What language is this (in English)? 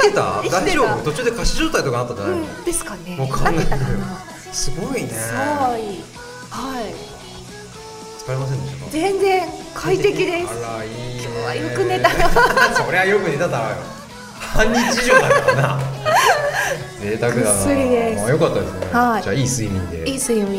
Japanese